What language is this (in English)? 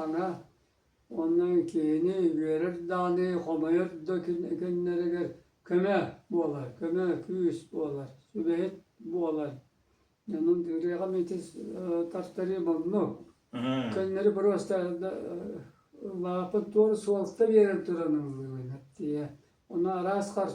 Yakut